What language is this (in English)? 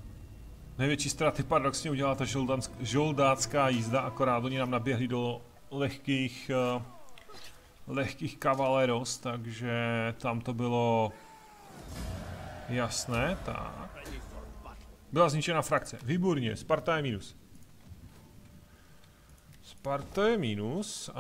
Czech